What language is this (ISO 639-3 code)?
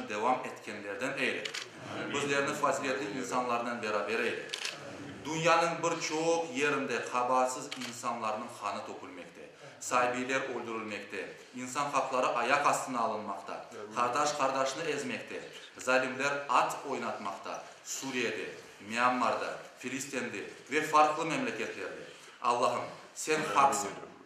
crh